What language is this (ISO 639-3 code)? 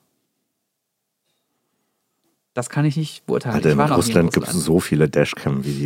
deu